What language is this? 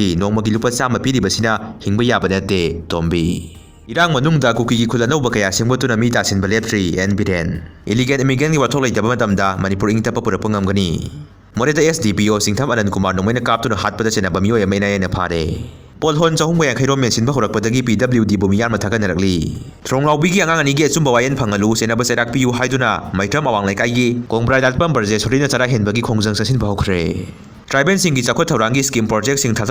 Manipuri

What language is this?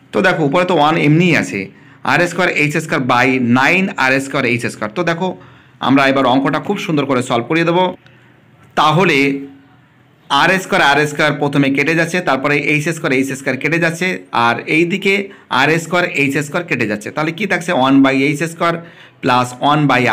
Bangla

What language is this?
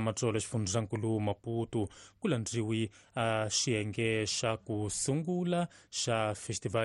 Tsonga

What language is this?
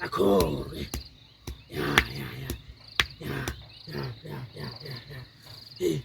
Zulu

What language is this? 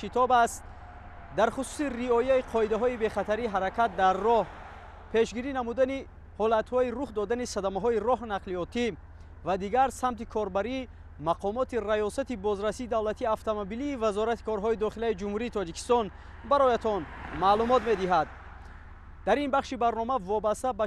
Tajik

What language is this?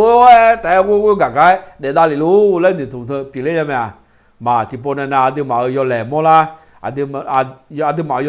Akha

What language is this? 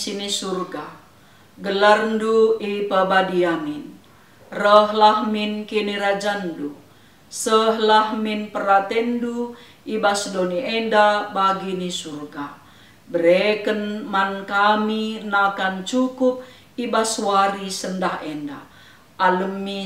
Batak Karo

